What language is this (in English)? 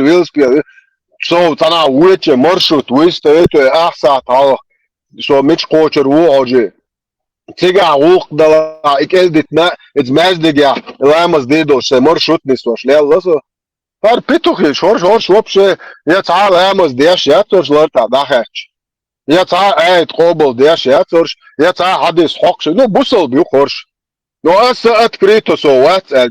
Chechen